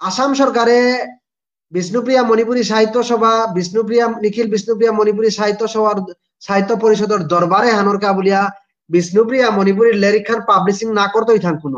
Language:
Bishnupriya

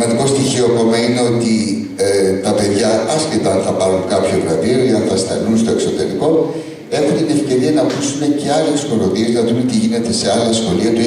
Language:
Greek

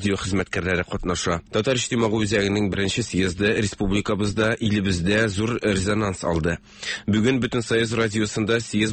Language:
Tatar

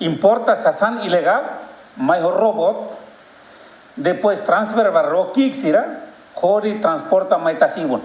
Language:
Tetum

